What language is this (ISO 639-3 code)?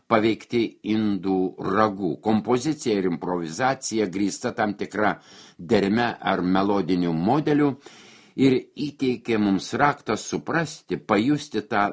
lit